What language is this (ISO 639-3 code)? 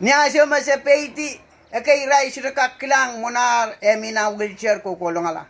pon